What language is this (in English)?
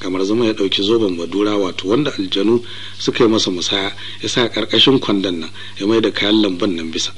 Hausa